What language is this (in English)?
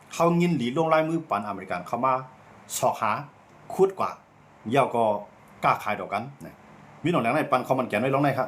Shan